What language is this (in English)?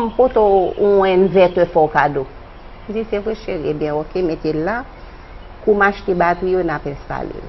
Haitian Creole